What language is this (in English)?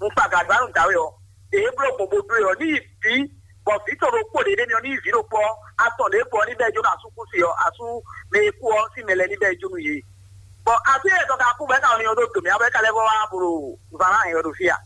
Fon